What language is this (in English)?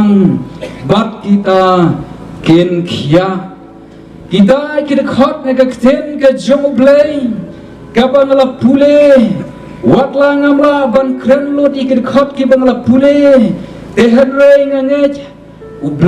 Khasi